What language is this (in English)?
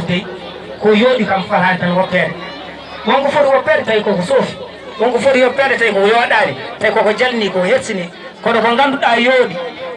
Fula